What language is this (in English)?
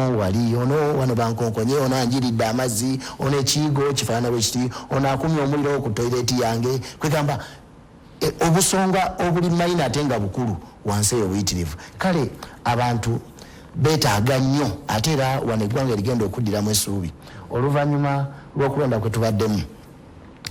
Ganda